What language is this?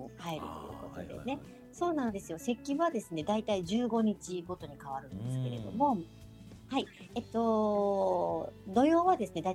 Japanese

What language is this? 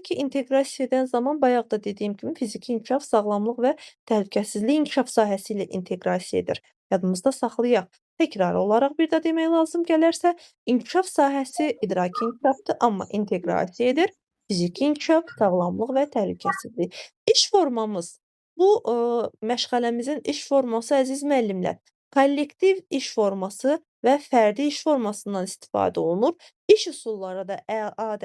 Azerbaijani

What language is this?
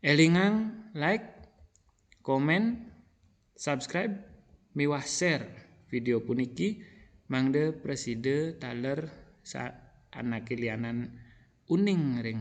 Balinese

